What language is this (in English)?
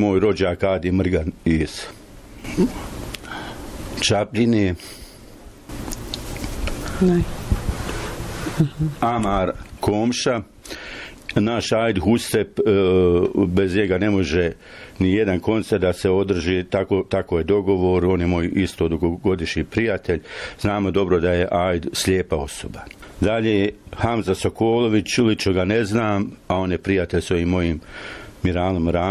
Bosnian